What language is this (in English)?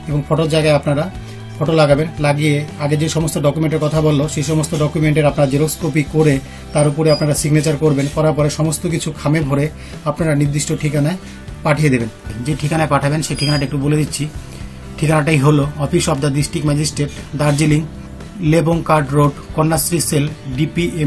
Bangla